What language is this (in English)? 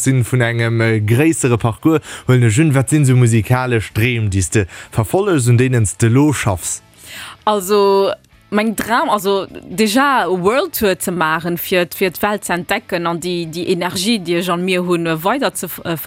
Luxembourgish